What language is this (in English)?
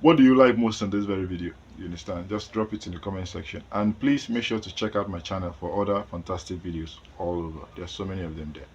Nigerian Pidgin